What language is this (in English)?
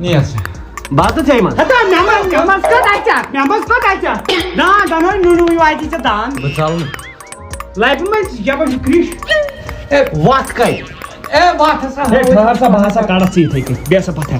Kashmiri